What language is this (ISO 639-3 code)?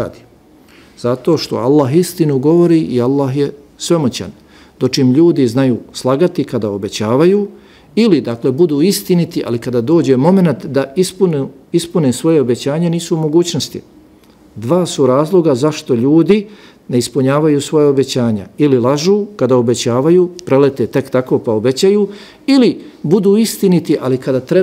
bos